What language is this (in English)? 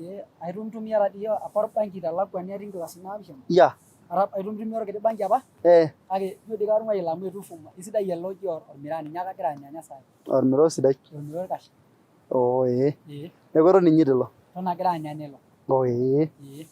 Masai